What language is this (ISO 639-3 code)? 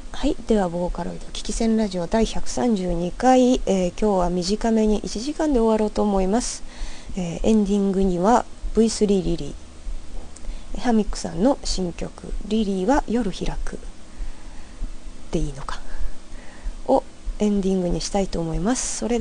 jpn